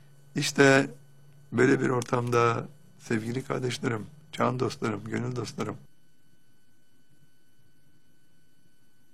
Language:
Turkish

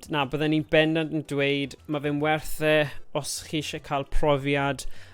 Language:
Welsh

